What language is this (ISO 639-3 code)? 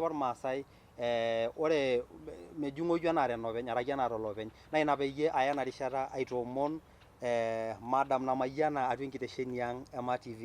mas